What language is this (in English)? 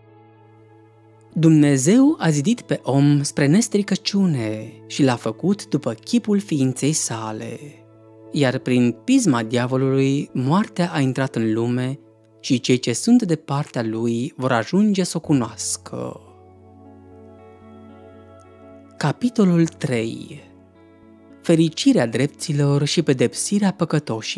Romanian